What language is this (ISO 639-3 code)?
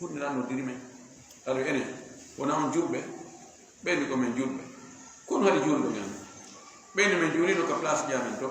ful